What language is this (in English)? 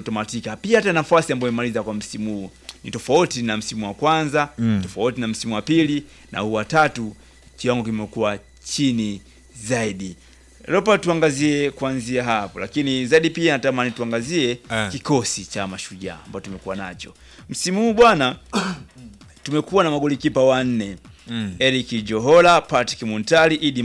Swahili